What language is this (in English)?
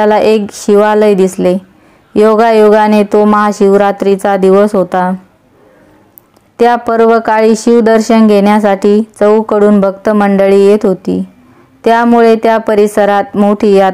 Marathi